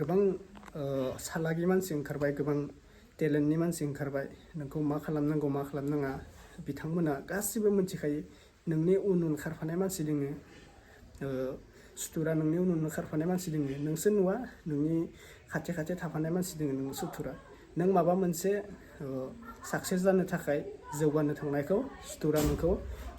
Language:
Bodo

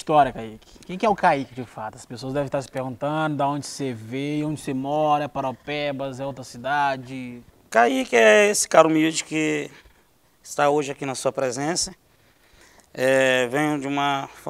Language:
Portuguese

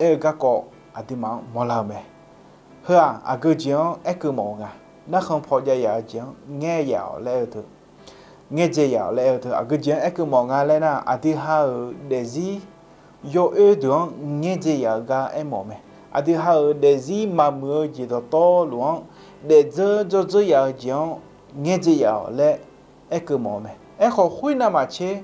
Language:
Akha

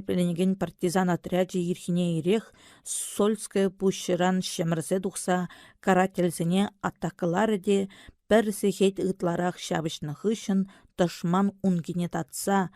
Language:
Chuvash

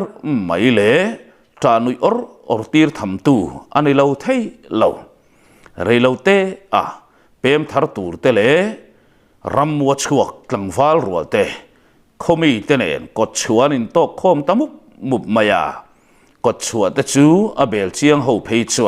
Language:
Mizo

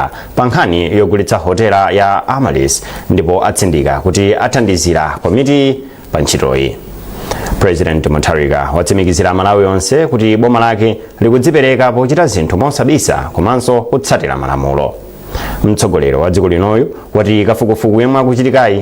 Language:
Nyanja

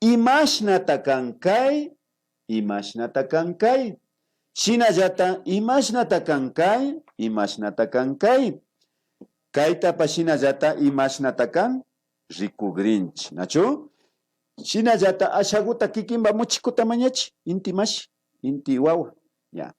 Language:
Imbabura Highland Quichua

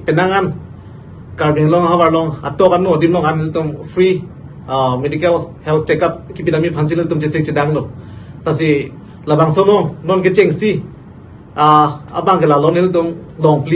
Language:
Karbi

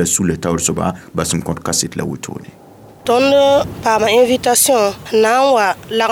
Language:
Mossi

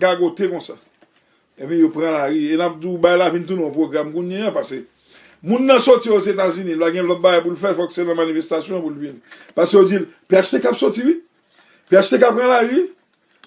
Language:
Haitian Creole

